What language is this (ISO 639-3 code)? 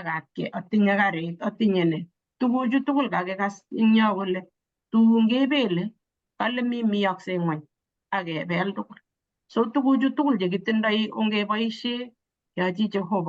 kln